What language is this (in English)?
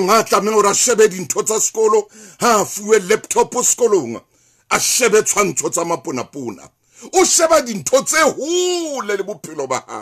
Southern Sotho